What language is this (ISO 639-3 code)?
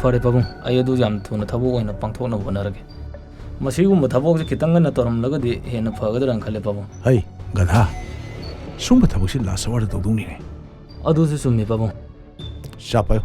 mni